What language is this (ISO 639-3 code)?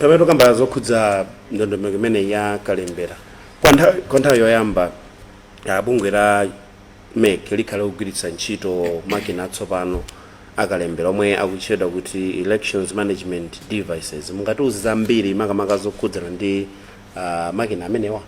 nya